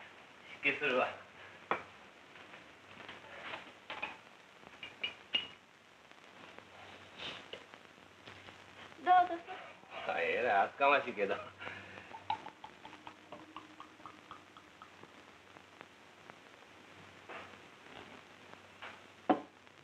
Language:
Japanese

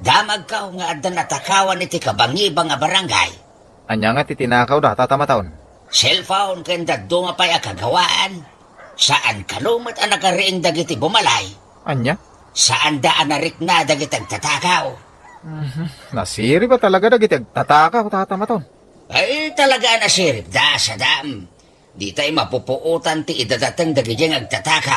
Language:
Iloko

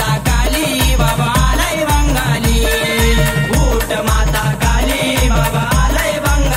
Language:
Marathi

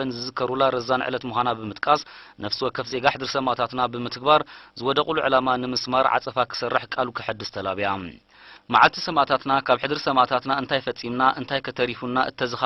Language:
Tigrinya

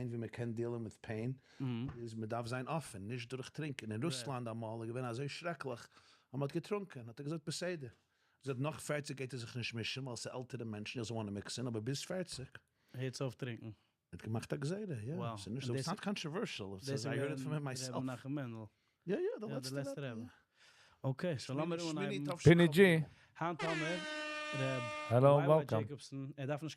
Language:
Yiddish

